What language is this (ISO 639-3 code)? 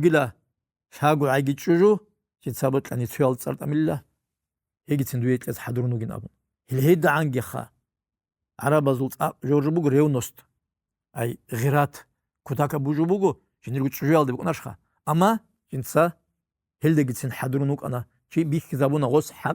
ava